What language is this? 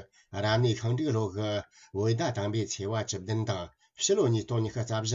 Tibetan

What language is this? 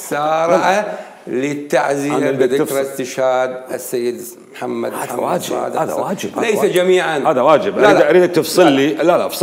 Mesopotamian Arabic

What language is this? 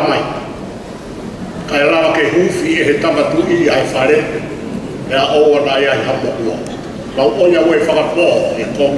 Tongan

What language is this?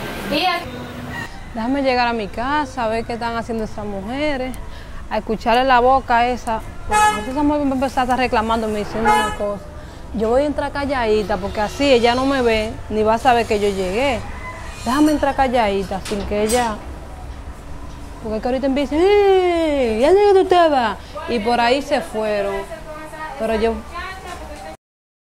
Spanish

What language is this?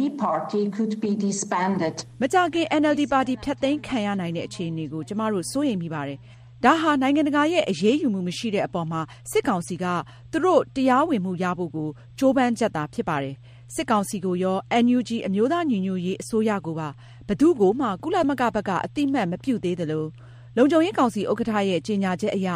Burmese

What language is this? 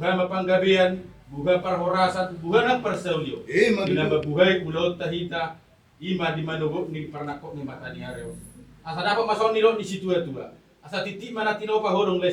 Batak Toba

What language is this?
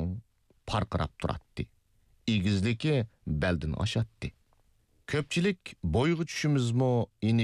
Uyghur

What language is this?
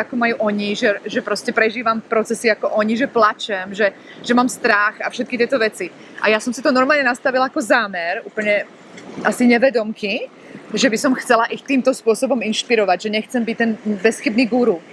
Slovak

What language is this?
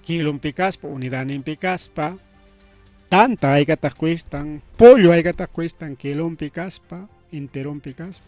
Ayacucho Quechua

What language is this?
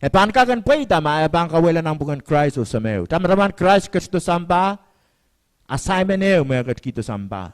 Pohnpeian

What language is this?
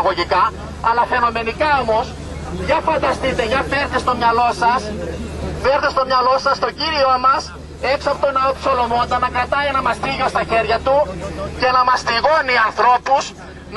Greek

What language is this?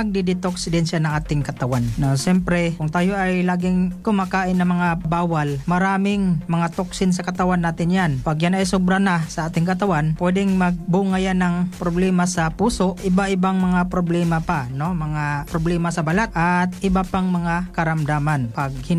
Filipino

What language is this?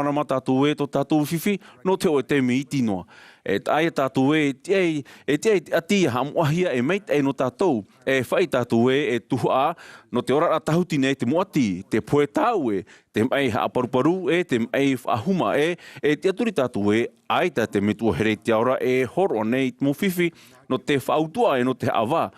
Tahitian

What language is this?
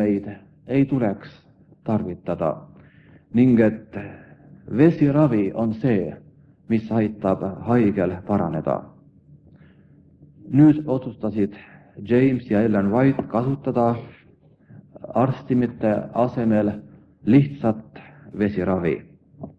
Estonian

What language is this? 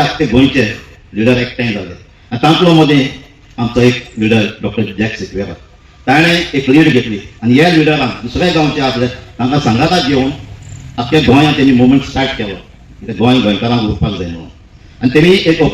Konkani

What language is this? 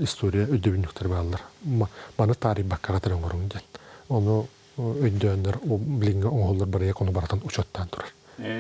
Yakut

